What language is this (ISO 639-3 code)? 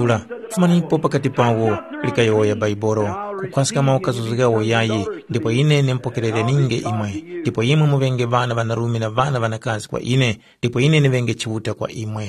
tum